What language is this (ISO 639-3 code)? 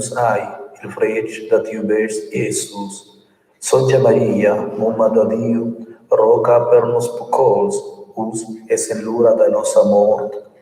roh